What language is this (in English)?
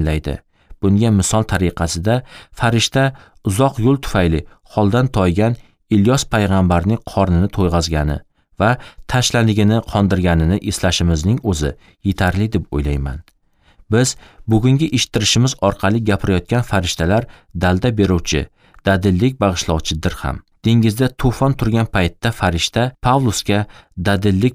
Uzbek